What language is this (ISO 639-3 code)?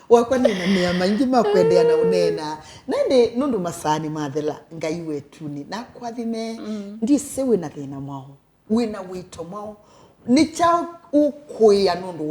kam